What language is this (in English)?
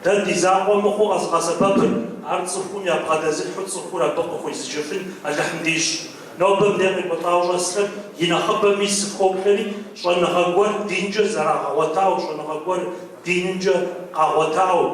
Kabardian